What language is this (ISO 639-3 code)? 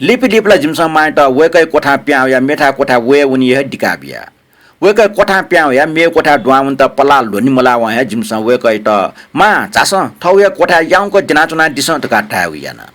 new